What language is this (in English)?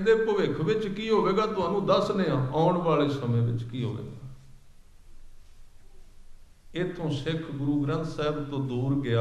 Punjabi